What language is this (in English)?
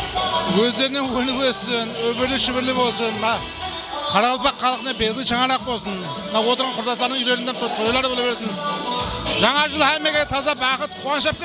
Kara-Kalpak